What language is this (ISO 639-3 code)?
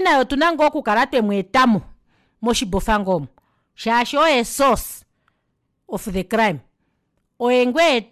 kua